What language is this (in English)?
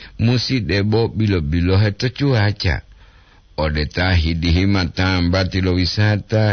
Gorontalo